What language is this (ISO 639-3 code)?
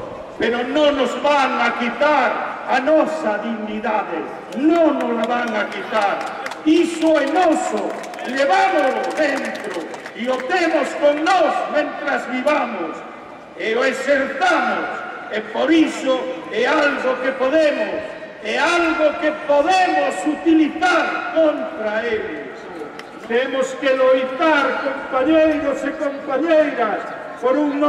glg